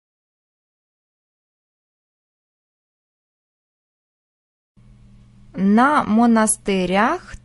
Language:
Ukrainian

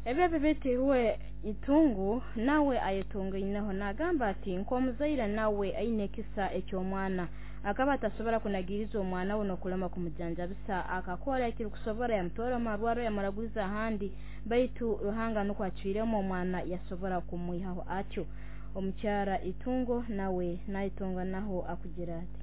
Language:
Nyoro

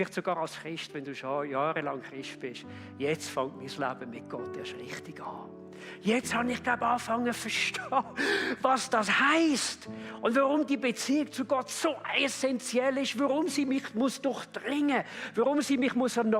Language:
Swiss German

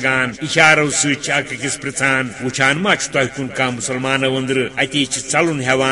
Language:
Kashmiri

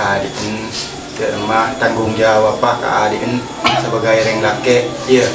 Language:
Madurese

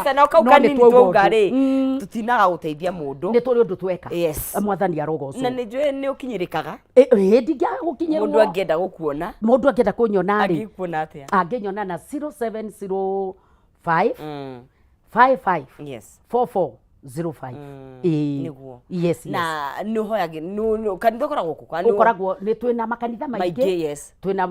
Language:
Kikuyu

